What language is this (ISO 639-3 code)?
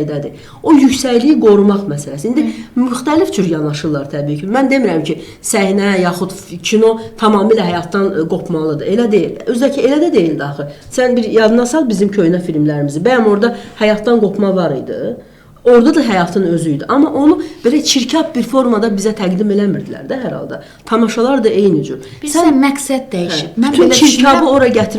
aze